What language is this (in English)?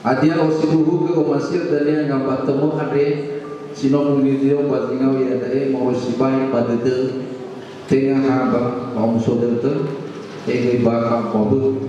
Nias